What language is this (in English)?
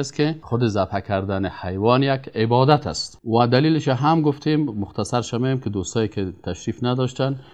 Persian